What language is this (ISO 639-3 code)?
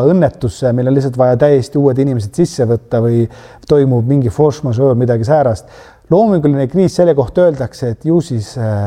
est